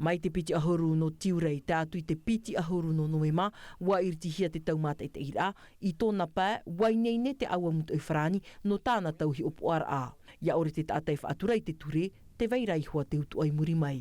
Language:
Tahitian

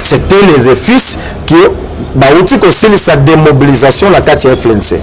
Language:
Lingala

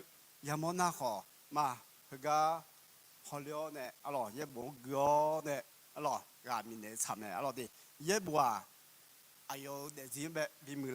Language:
Akha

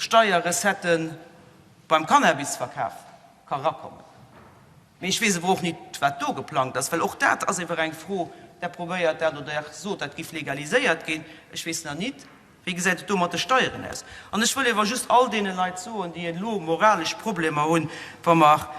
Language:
Luxembourgish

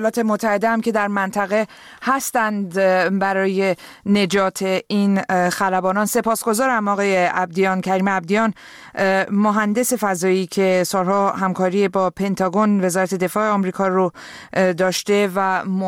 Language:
Persian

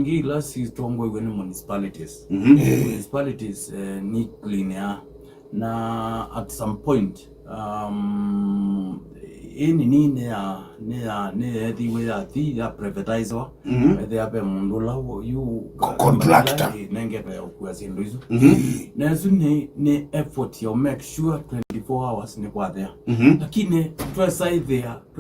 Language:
Kamba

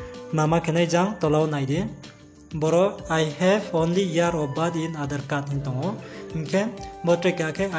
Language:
Riang (India)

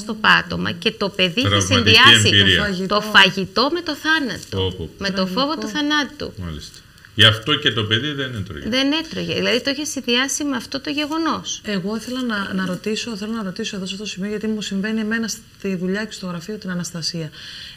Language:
Greek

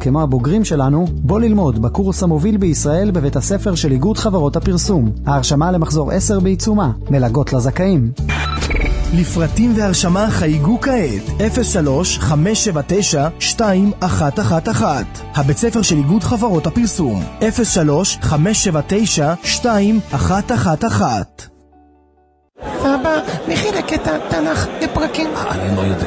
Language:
Hebrew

